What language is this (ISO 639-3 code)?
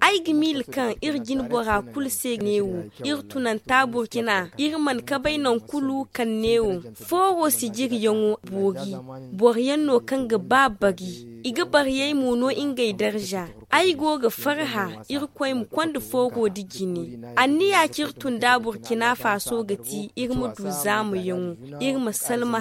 dje